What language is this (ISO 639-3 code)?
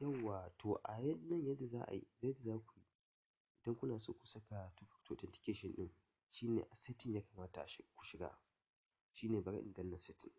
hau